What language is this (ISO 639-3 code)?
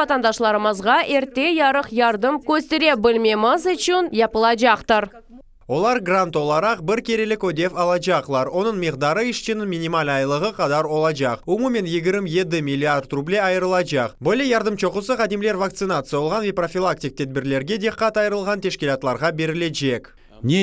crh